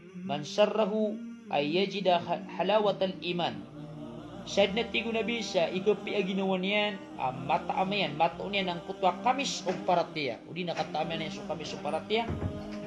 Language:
Maranao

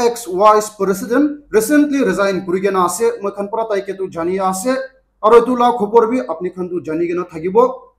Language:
Naga Pidgin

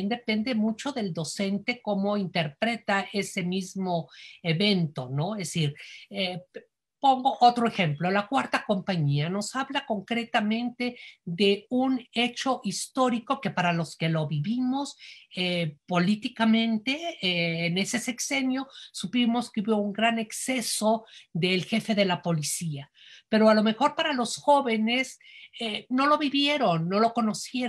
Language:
Spanish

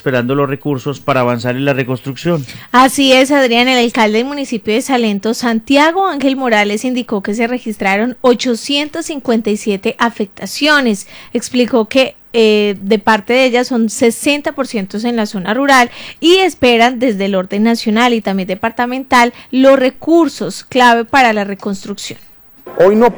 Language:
Spanish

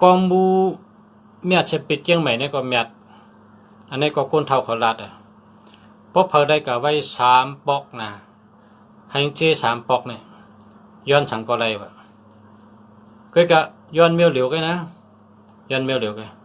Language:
Shan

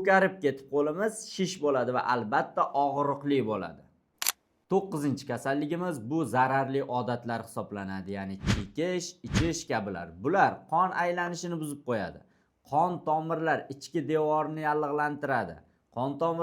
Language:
Uzbek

